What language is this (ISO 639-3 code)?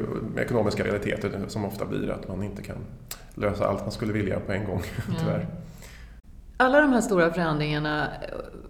swe